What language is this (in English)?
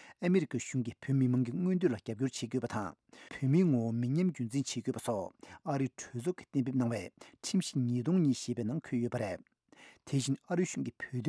Tibetan